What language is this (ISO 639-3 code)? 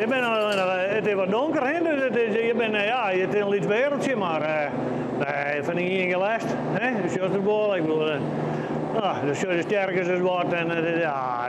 fry